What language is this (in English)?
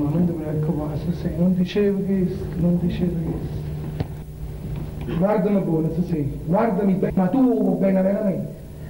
Italian